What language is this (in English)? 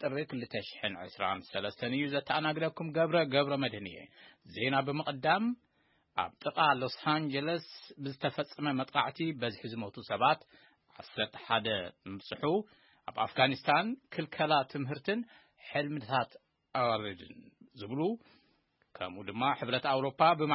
Tigrinya